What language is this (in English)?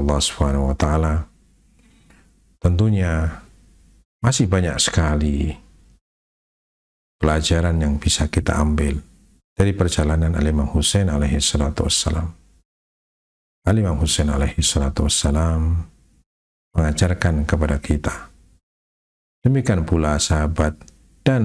Indonesian